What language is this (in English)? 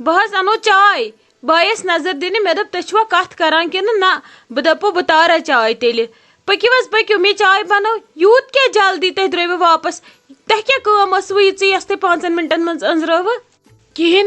Kashmiri